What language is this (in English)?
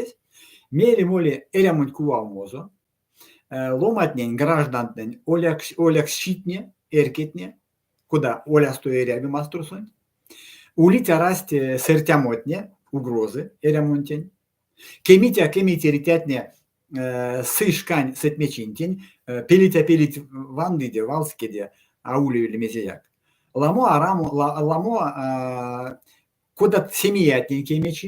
Erzya